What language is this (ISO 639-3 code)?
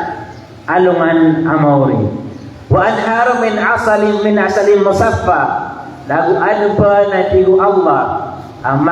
mrw